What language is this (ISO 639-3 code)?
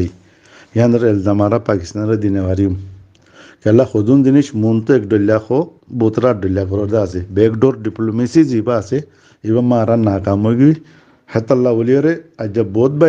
rhg